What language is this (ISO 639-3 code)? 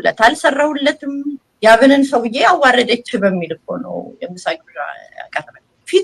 amh